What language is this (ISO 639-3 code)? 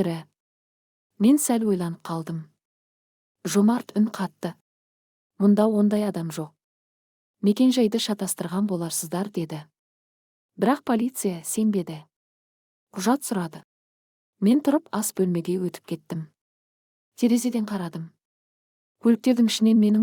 kaz